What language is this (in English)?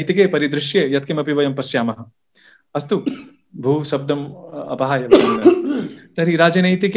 Sanskrit